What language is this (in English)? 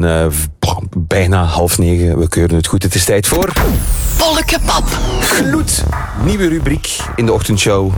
Dutch